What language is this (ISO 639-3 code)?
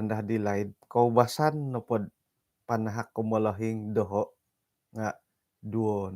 dtp